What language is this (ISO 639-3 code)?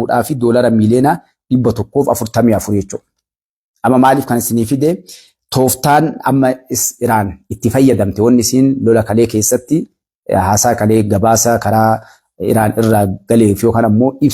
orm